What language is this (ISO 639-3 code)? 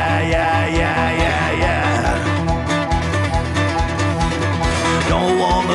eng